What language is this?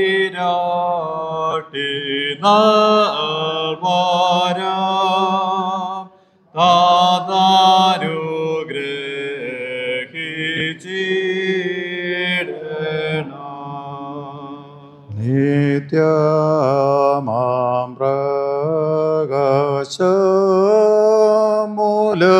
Malayalam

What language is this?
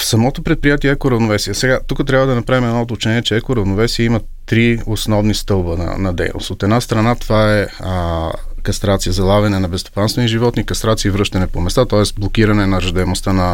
Bulgarian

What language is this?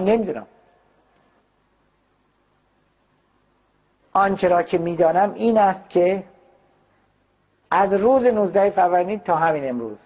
Persian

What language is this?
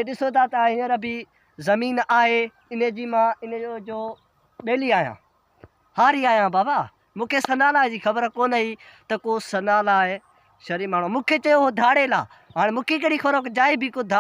Sindhi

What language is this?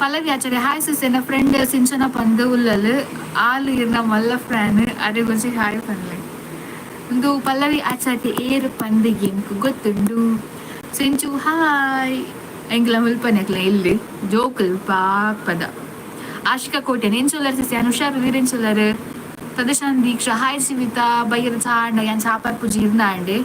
Tulu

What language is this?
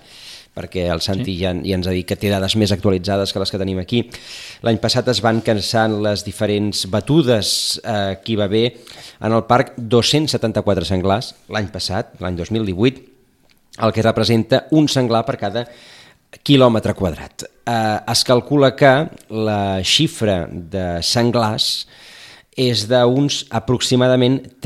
Catalan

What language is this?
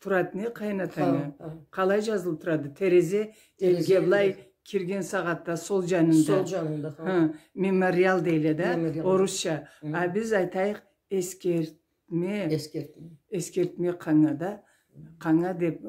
Karachay-Balkar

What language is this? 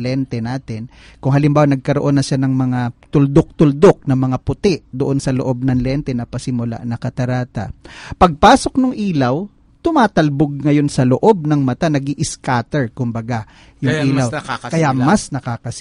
Filipino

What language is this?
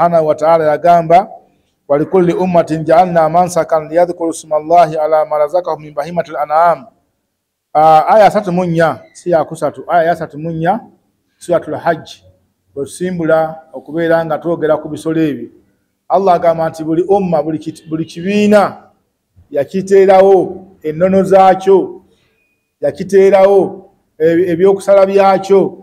Ganda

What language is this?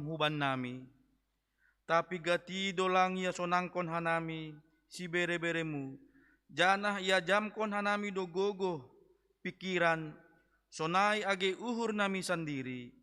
Batak Simalungun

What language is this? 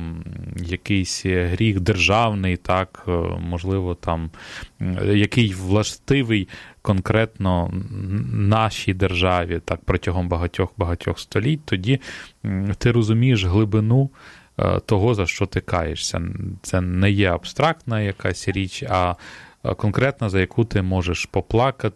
Ukrainian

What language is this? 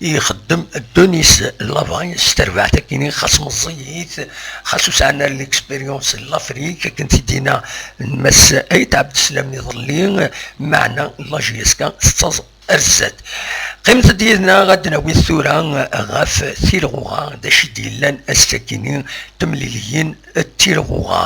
Kabyle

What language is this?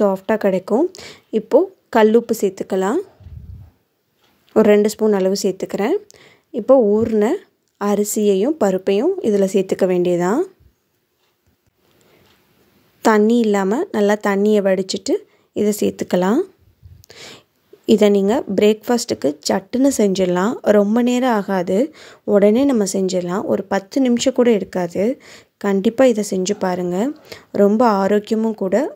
Tamil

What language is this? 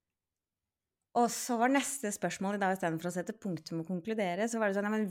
Norwegian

